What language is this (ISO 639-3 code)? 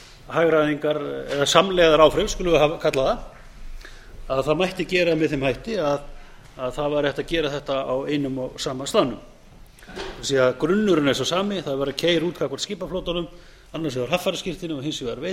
isl